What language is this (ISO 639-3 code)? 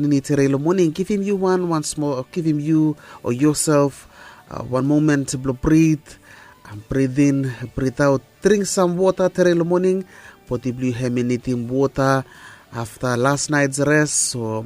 bis